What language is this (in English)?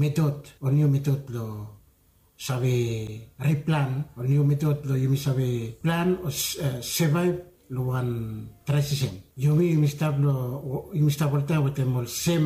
Bislama